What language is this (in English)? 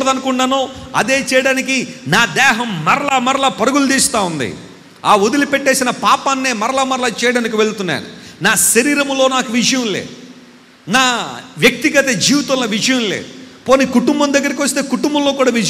Telugu